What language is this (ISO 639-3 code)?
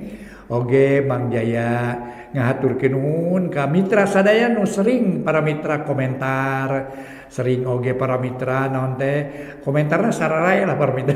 sun